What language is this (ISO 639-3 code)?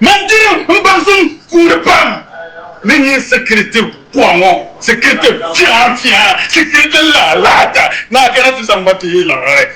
dag